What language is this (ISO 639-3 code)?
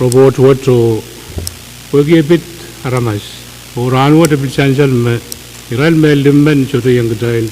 pon